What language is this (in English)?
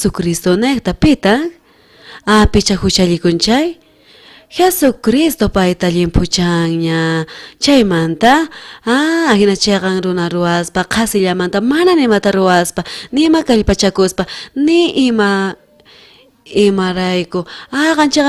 South Bolivian Quechua